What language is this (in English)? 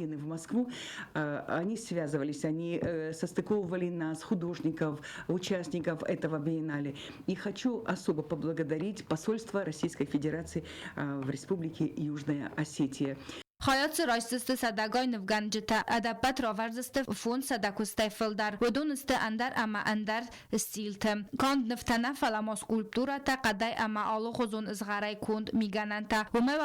Ossetic